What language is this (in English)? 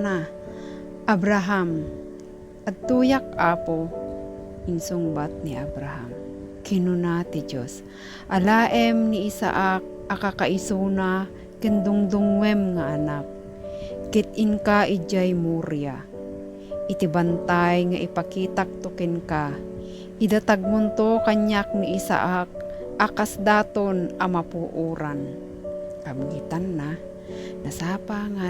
Iloko